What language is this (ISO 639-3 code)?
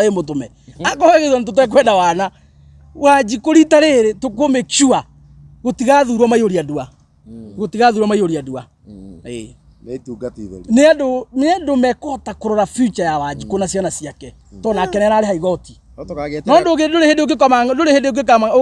kik